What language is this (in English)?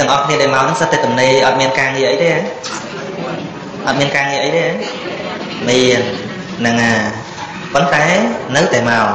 Khmer